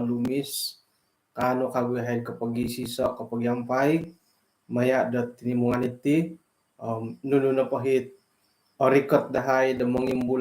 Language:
Central Dusun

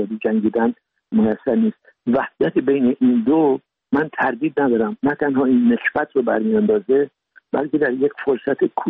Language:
Persian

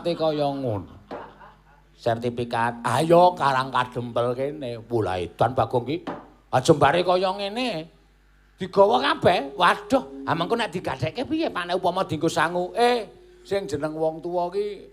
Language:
Javanese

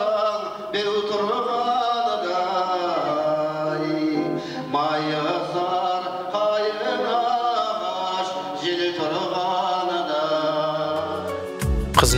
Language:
Kazakh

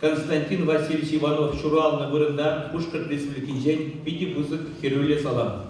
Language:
Chuvash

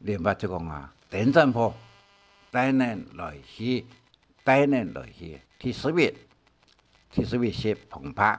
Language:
Hakka Chinese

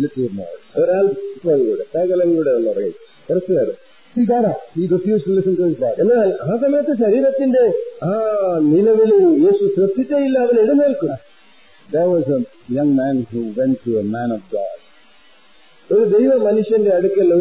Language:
Malayalam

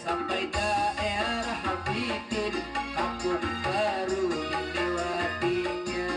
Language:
Banjar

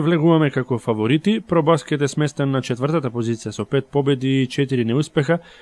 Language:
Macedonian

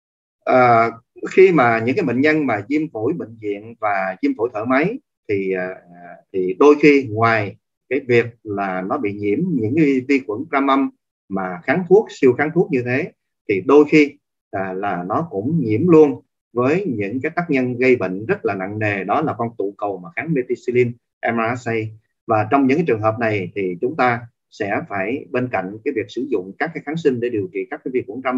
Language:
Vietnamese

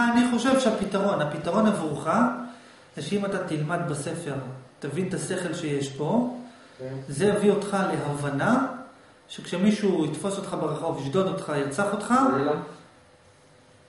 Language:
Hebrew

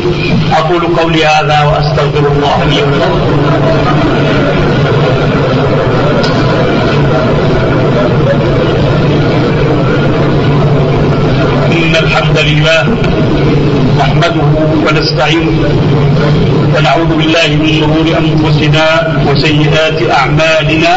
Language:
Arabic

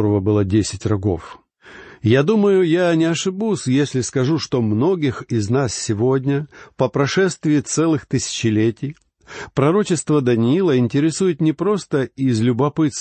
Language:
Russian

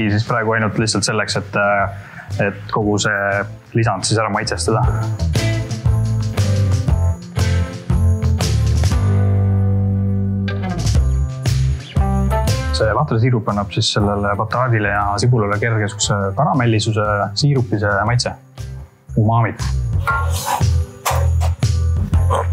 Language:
Estonian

